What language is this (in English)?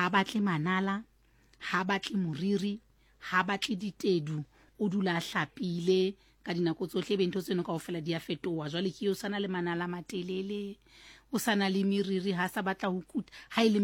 Southern Sotho